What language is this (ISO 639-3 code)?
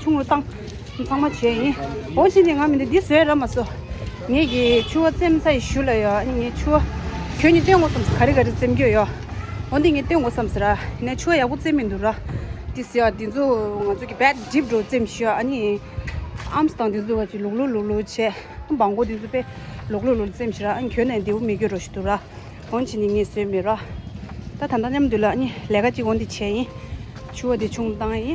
bod